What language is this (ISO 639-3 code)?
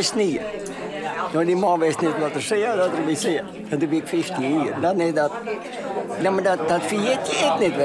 fry